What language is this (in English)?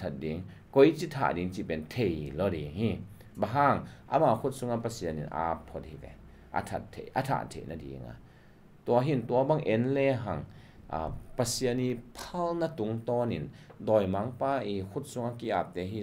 Tedim Chin